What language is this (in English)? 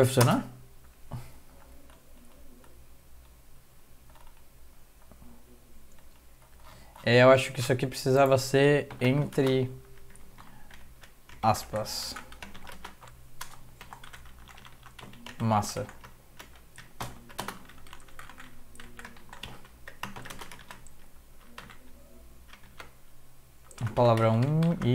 Portuguese